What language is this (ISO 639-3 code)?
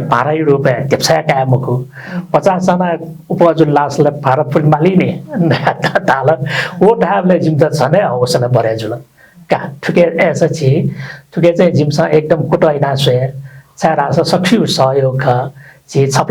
new